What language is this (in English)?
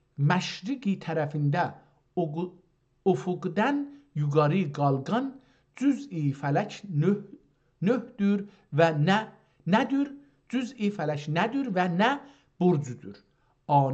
South Azerbaijani